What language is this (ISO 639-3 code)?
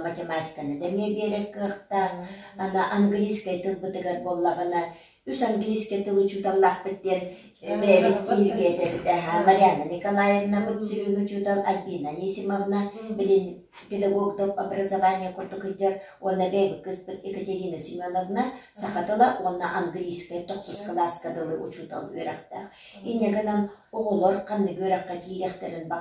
sah